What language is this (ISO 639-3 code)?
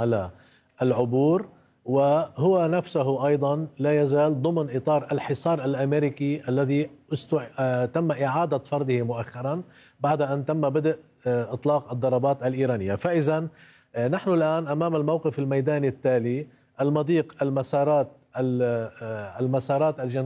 ara